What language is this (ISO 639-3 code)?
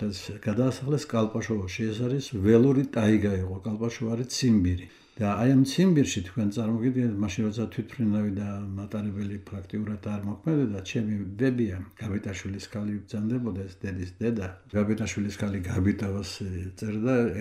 kat